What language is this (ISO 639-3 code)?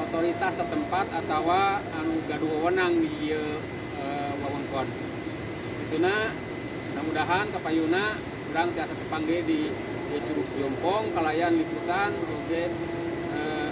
sun